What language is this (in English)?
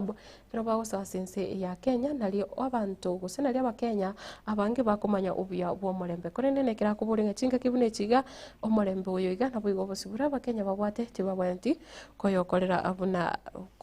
Gusii